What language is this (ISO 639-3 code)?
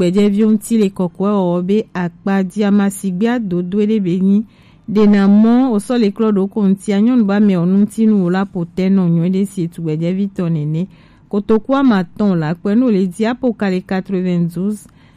gej